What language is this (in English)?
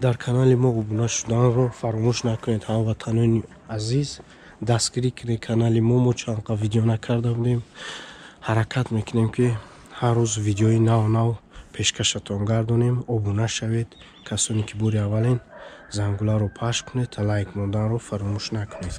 Tajik